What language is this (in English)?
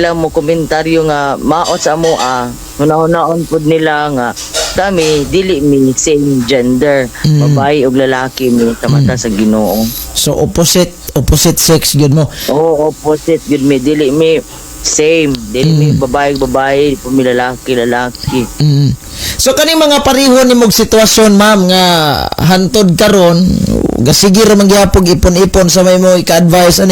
Cebuano